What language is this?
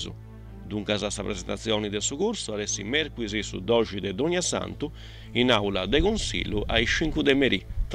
Sardinian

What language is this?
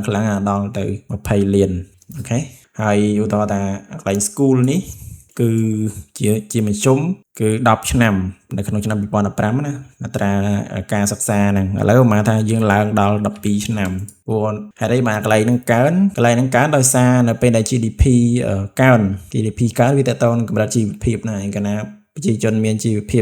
Khmer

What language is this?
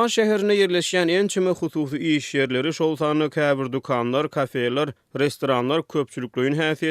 Turkmen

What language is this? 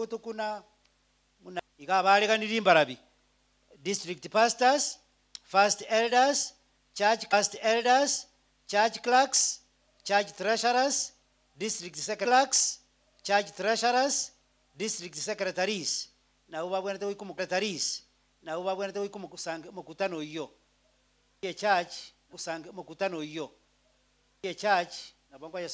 Gusii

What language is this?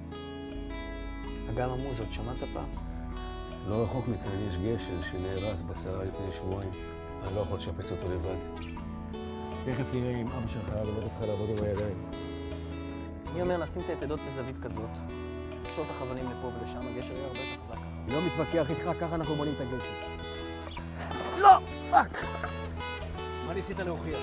Hebrew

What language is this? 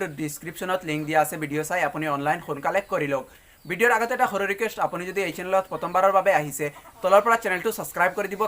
Assamese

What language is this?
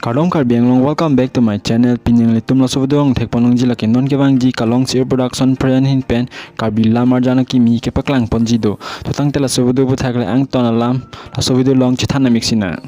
Karbi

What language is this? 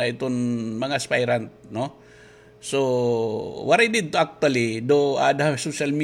Waray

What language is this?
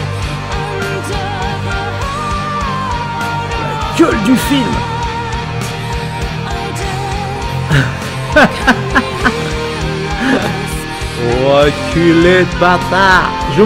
French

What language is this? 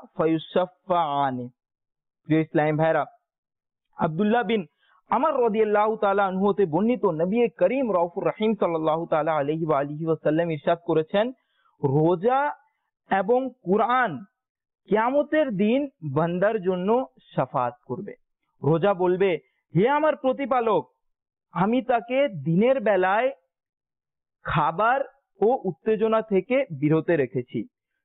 Bangla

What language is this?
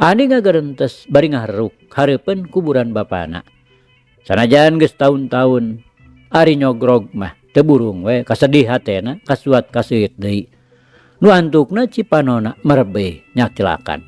Sundanese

